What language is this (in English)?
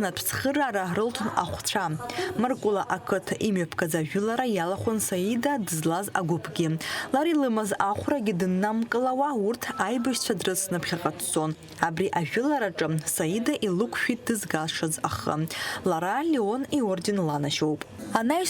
Abkhazian